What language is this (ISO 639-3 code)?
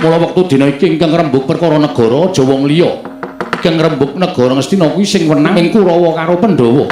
jav